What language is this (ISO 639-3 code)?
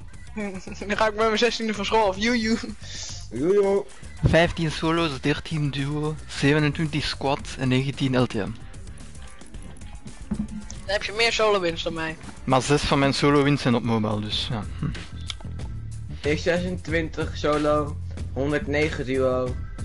nld